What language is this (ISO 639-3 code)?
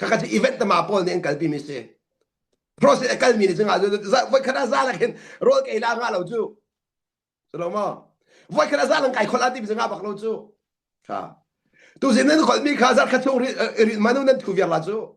cnh